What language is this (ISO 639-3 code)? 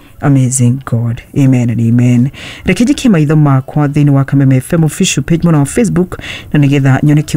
kik